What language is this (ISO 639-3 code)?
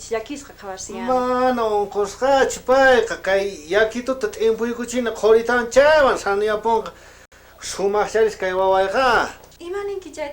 quh